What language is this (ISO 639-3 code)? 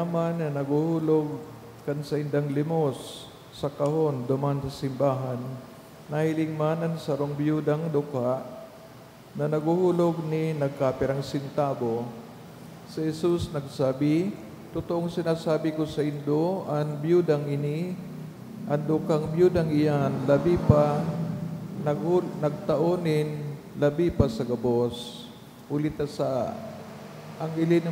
bik